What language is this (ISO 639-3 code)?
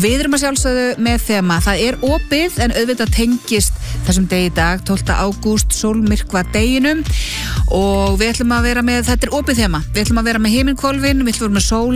isl